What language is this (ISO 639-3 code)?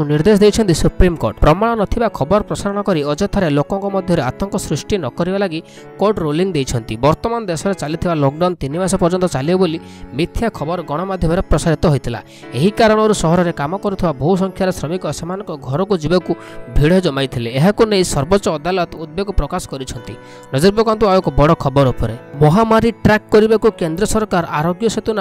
ori